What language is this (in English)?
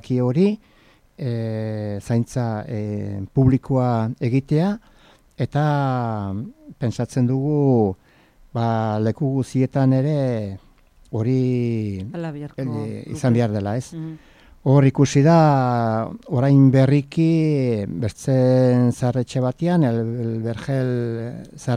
Basque